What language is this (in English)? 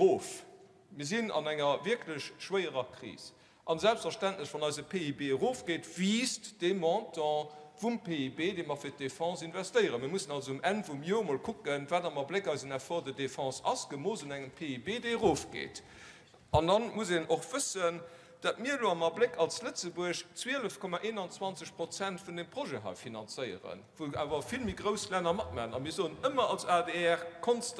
Luxembourgish